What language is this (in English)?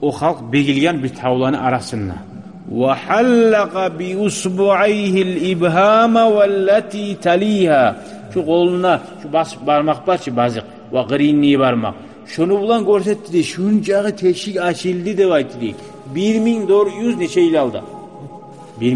Kumyk